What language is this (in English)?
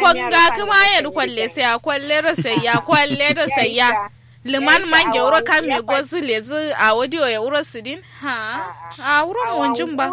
Kanuri